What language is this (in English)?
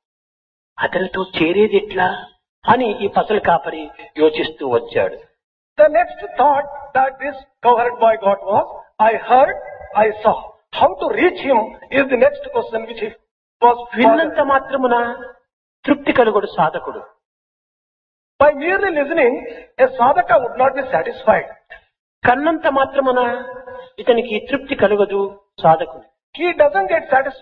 Telugu